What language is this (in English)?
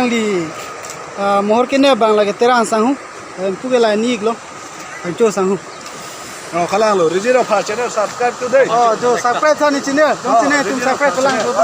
Karbi